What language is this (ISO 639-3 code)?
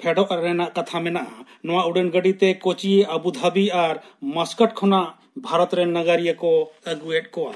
sat